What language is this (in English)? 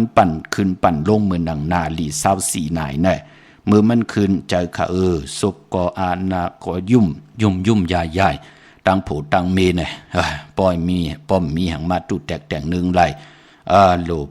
Shan